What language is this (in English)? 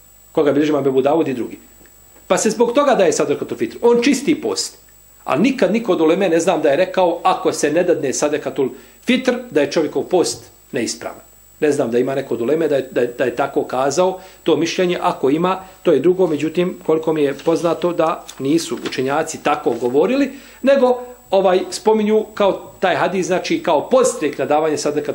Bosnian